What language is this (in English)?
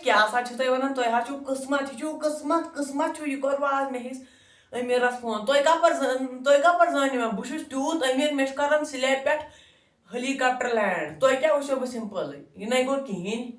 Kashmiri